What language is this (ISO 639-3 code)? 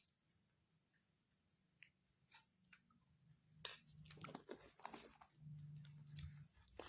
tts